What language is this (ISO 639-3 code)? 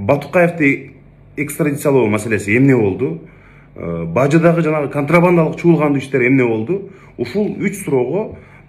kir